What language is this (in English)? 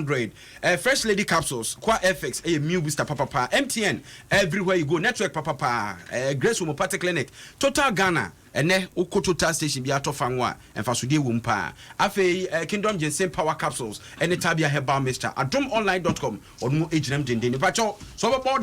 Akan